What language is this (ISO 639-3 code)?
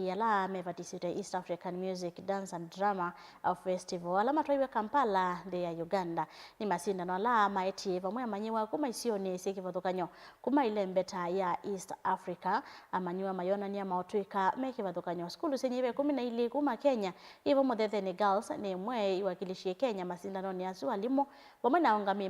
kam